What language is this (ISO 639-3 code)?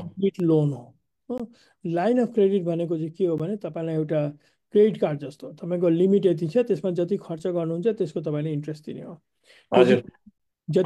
nep